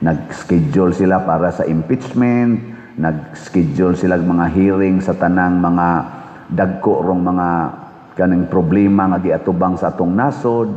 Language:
Cebuano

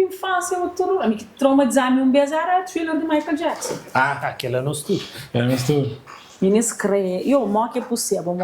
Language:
Kabuverdianu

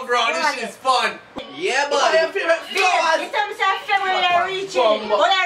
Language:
Jamaican Creole English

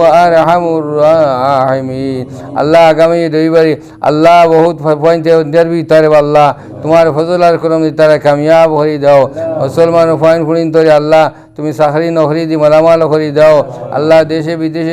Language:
Sylheti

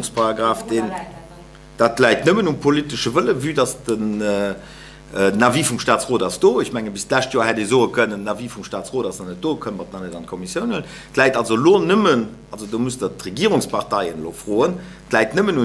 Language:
Luxembourgish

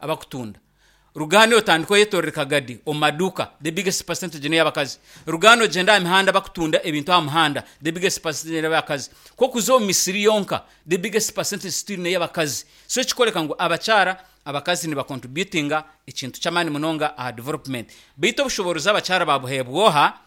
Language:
Nyankole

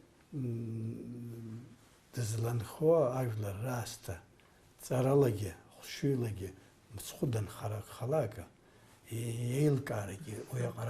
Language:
Abkhazian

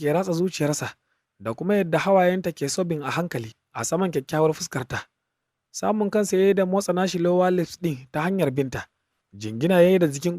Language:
Hausa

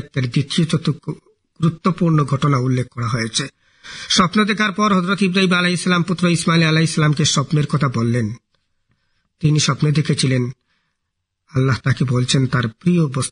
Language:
Bangla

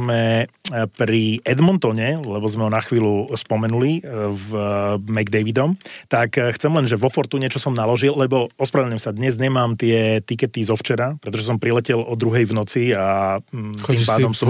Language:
Slovak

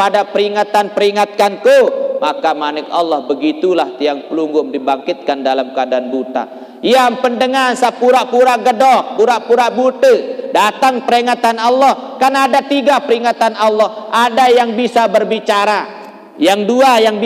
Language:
Sasak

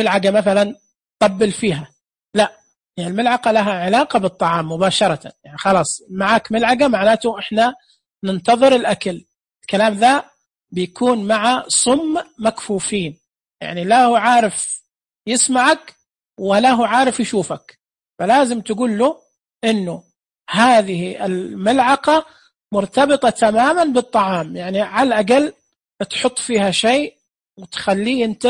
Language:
Najdi Arabic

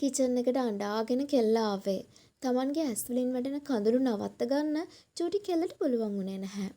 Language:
Sinhala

